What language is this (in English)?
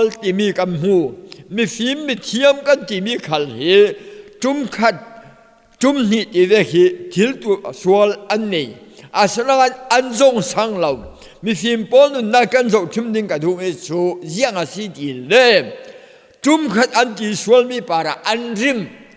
Falam Chin